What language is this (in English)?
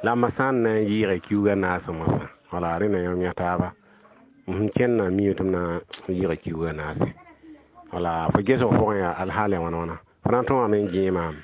Mossi